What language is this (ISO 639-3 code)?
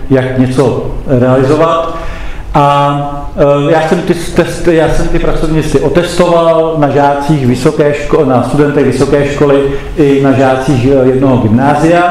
ces